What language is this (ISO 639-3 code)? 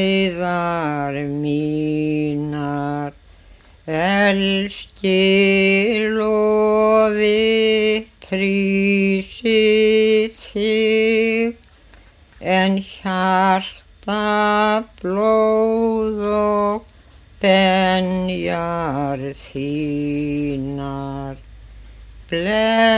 isl